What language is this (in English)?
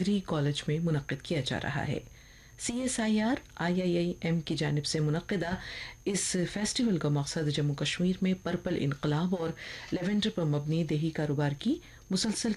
Urdu